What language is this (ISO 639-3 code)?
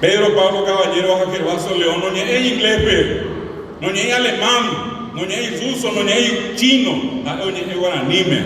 grn